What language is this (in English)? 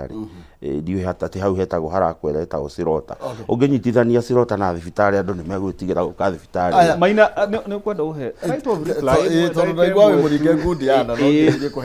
Kikuyu